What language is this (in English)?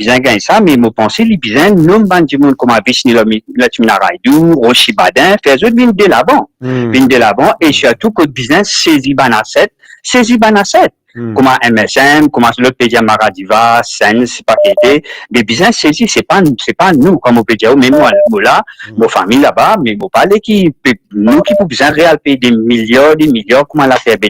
Morisyen